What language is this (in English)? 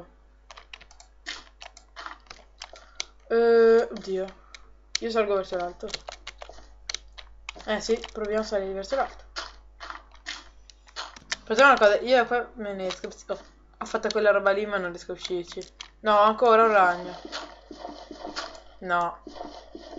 Italian